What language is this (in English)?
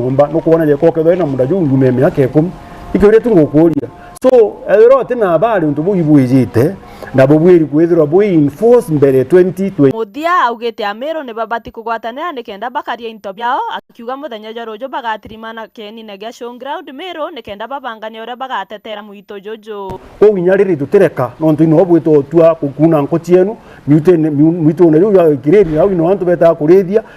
Meru